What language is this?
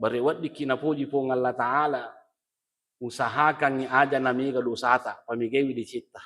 Buginese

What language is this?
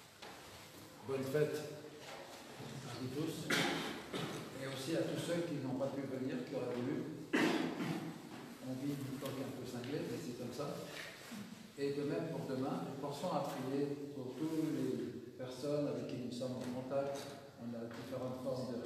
French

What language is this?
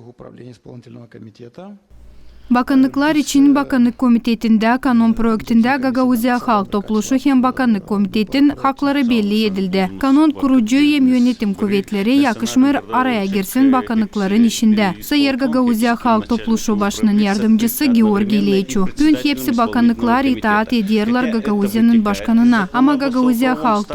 Gagauz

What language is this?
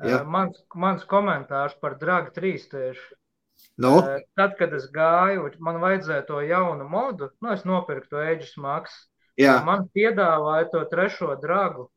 Latvian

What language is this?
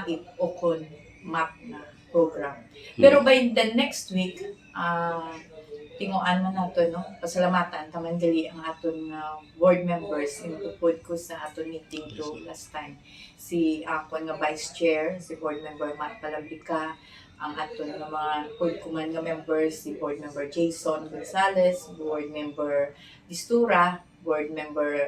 Hiligaynon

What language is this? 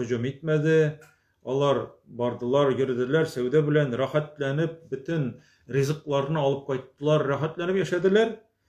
Tatar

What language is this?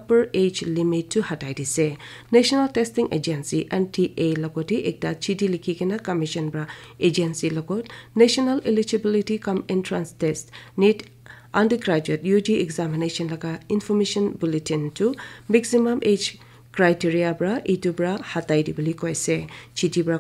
Naga Pidgin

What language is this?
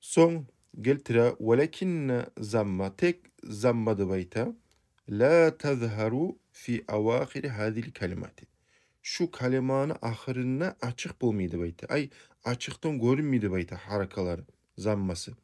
Kumyk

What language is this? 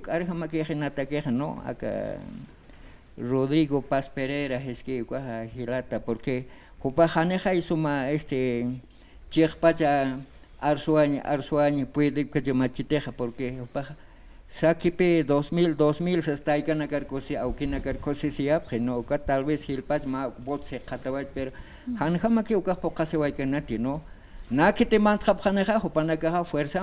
Aymara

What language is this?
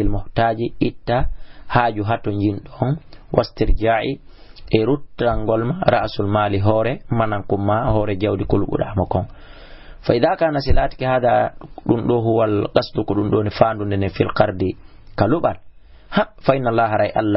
Fula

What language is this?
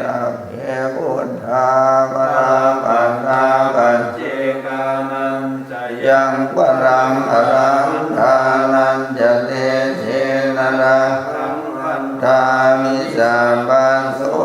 Pali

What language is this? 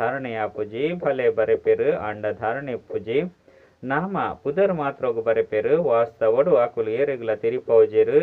Tulu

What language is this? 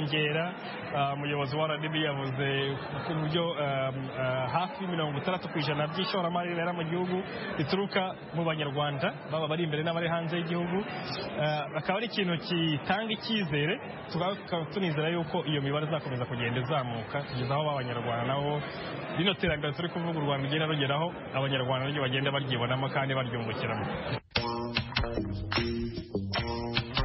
Kinyarwanda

